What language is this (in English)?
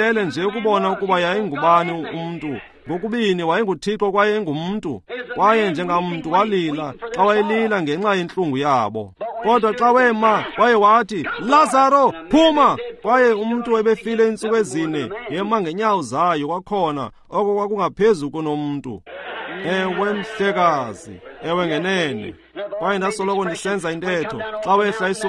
Xhosa